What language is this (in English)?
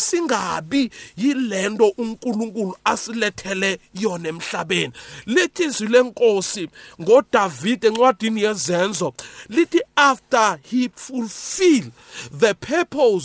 South Ndebele